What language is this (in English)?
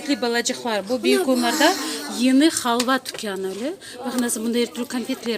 Crimean Tatar